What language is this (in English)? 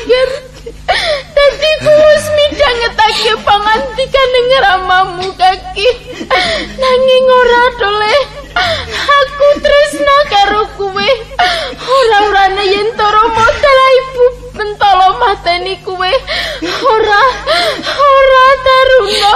Javanese